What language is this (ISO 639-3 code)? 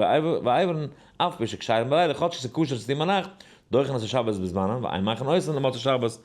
yid